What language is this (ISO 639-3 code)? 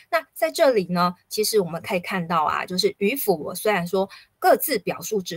zho